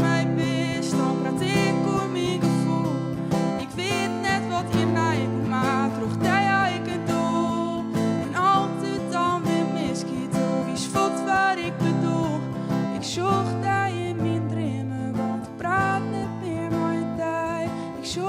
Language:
Western Frisian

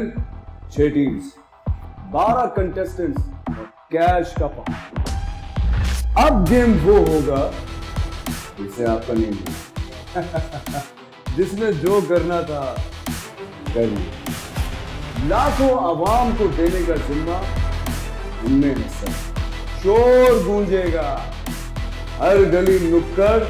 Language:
Urdu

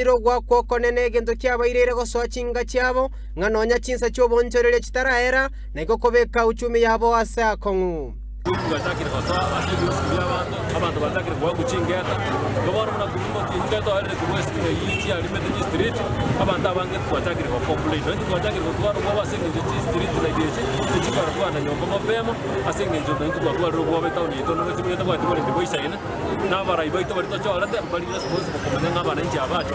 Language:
Gusii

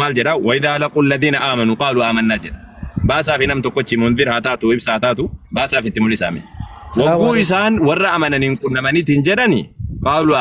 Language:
Oromo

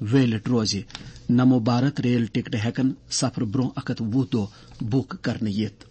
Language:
Kashmiri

